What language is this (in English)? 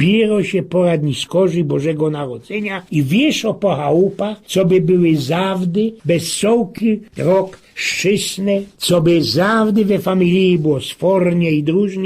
Silesian